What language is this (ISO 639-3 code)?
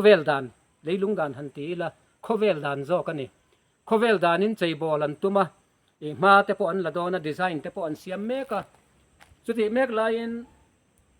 lus